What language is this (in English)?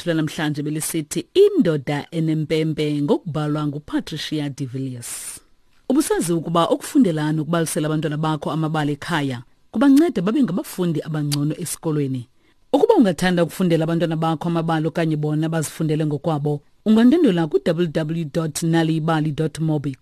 Xhosa